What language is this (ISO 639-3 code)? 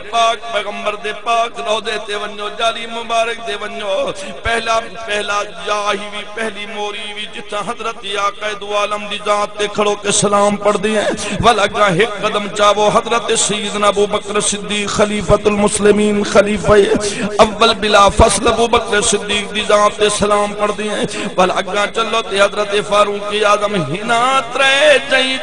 skr